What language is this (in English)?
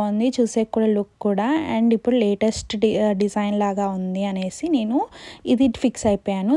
Telugu